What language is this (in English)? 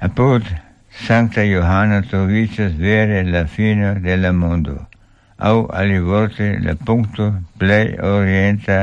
Esperanto